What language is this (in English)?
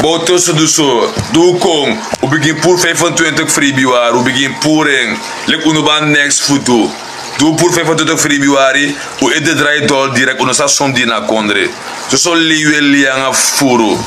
Sranan Tongo